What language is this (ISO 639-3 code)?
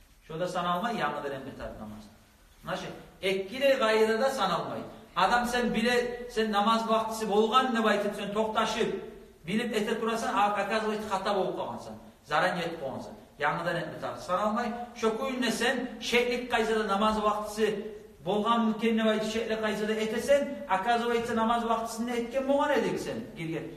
kum